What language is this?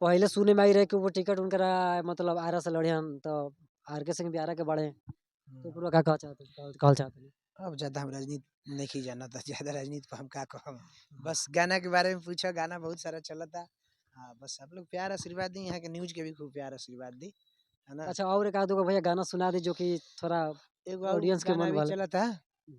Bhojpuri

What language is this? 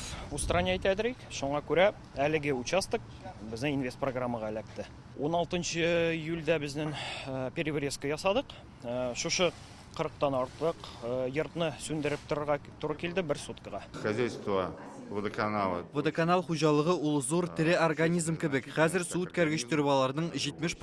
Tatar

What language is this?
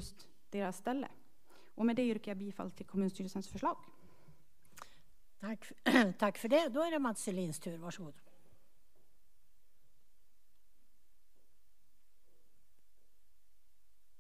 Swedish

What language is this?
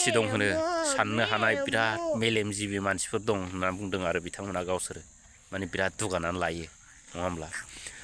Bodo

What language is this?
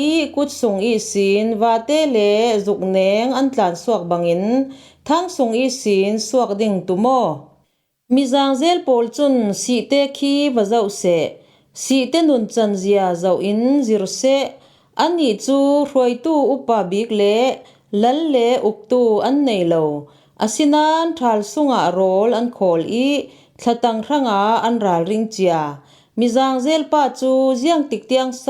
Falam Chin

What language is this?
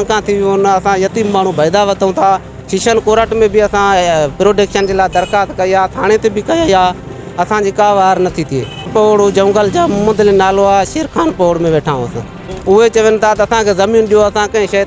Sindhi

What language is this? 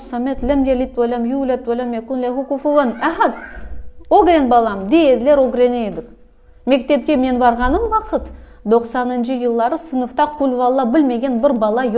Crimean Tatar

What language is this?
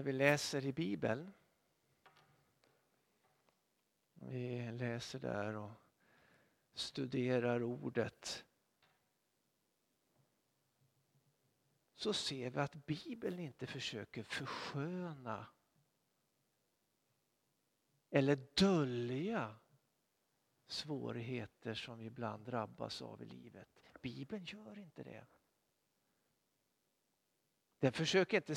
Swedish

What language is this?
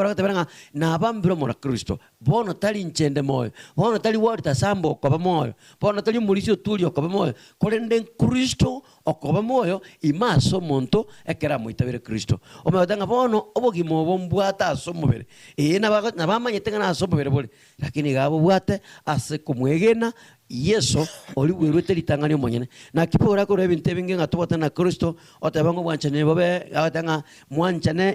Gusii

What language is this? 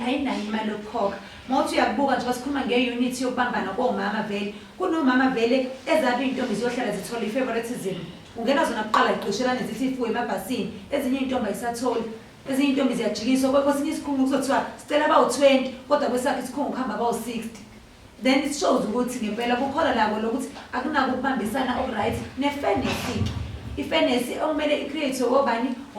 Zulu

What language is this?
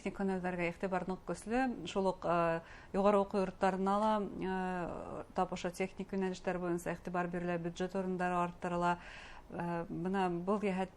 Bashkir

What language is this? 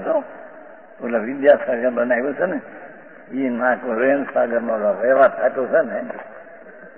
Gujarati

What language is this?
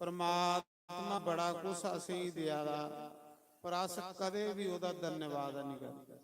Dogri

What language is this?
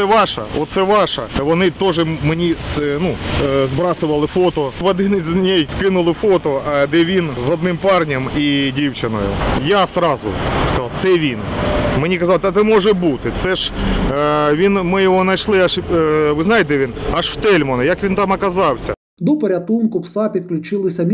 Ukrainian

